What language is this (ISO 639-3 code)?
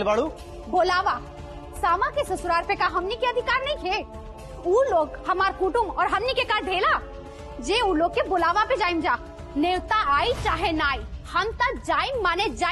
bho